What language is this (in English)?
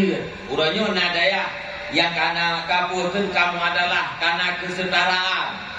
Achinese